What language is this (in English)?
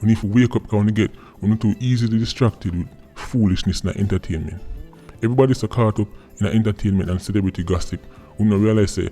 Jamaican Creole English